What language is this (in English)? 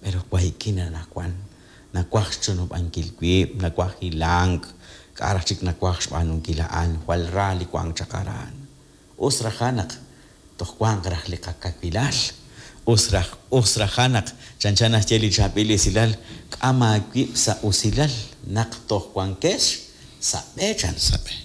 Kekchí